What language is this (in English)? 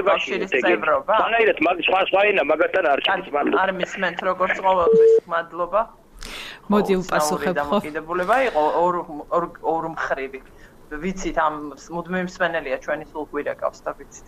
Georgian